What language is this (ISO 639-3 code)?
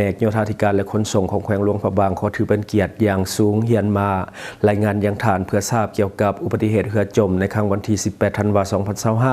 lao